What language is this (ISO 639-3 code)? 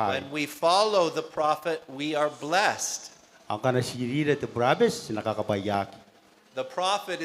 gil